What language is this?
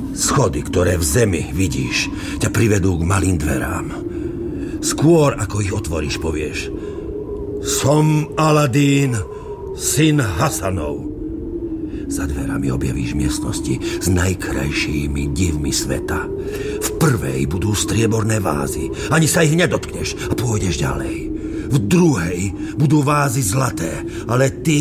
Slovak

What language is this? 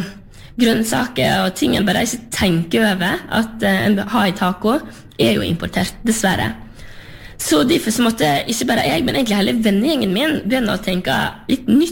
Norwegian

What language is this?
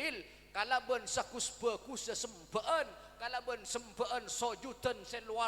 Madurese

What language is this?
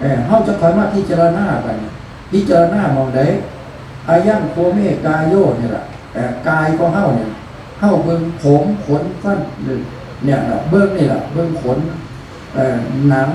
Northeastern Thai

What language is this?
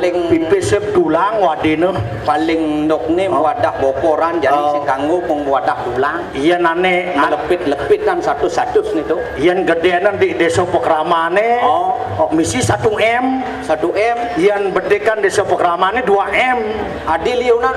Balinese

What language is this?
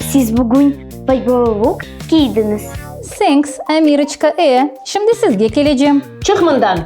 Crimean Tatar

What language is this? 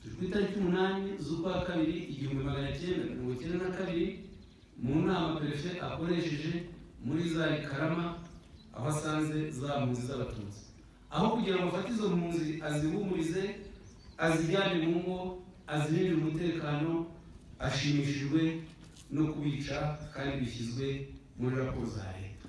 Kinyarwanda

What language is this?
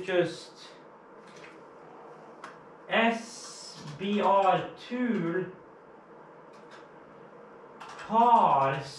English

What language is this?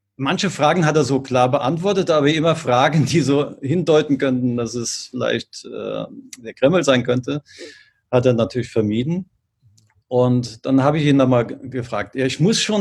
German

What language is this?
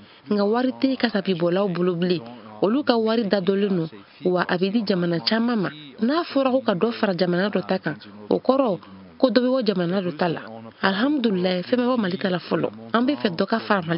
Bambara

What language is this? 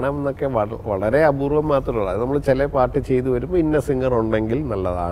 Malayalam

